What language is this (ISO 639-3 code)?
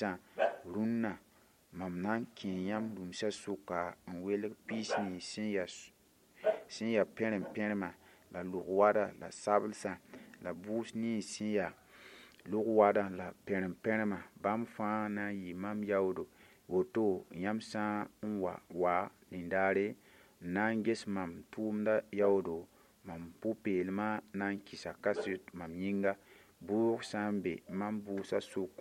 mos